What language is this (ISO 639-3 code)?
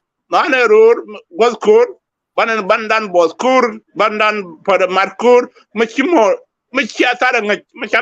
nus